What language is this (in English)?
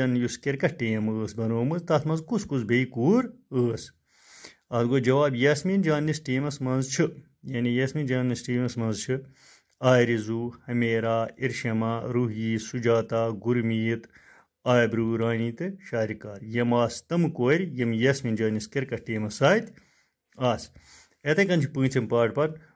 Kashmiri